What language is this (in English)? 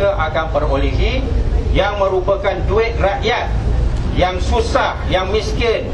Malay